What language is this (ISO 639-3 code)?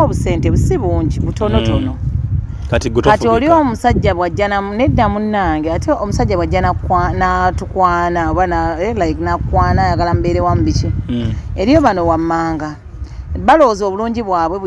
lug